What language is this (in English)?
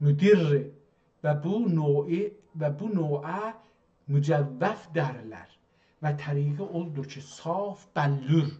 South Azerbaijani